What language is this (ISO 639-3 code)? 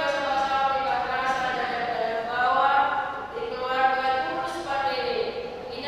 bbc